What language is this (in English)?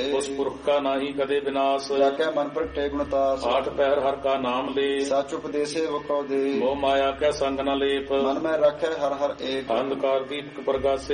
Punjabi